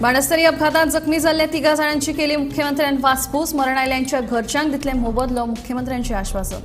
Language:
Konkani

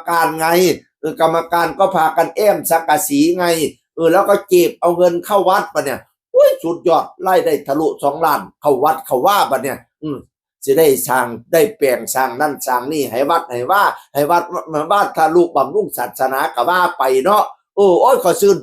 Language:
Northeastern Thai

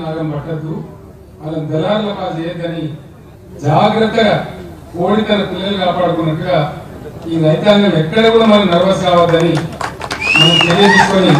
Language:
Telugu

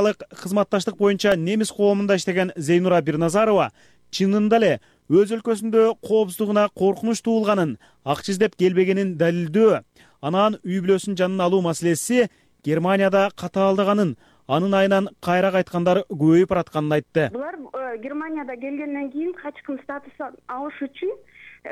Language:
Kyrgyz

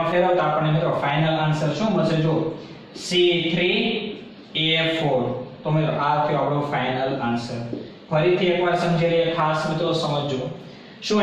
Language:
Gujarati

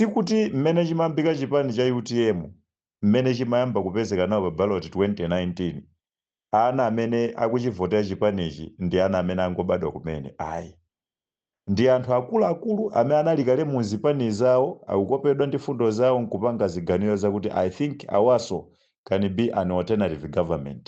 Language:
Nyanja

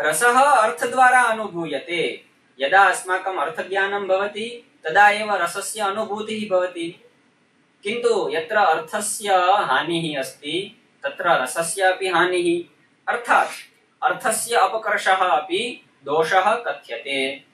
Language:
Sanskrit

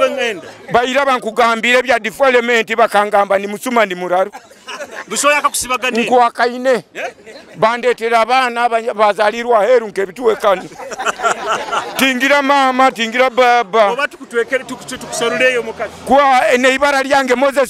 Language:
Nyoro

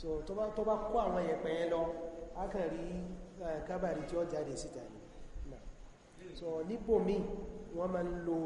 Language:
Yoruba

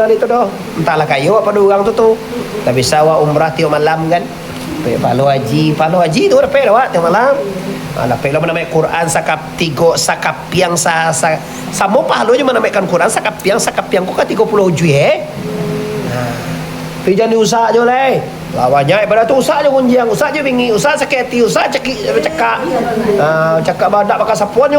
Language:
Minangkabau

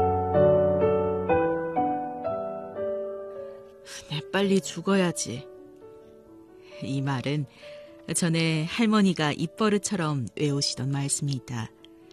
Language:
Korean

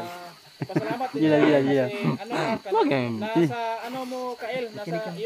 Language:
Filipino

